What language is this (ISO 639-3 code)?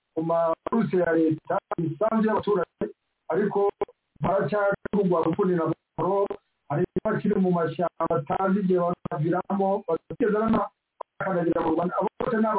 kin